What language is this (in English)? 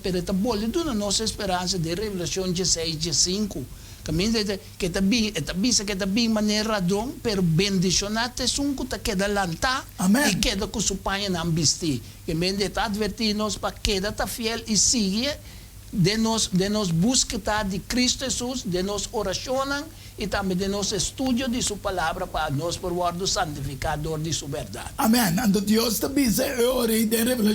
Papiamento